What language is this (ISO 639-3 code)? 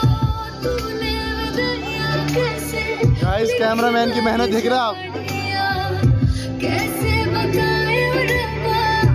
hin